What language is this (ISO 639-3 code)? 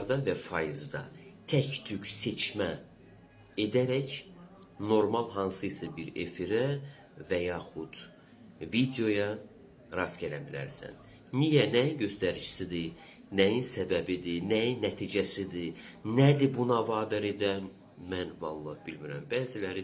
aze